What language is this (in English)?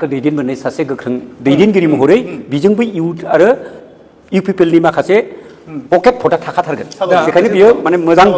Bodo